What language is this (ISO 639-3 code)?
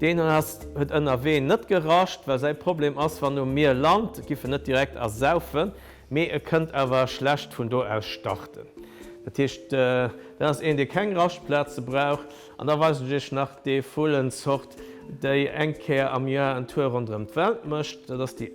ltz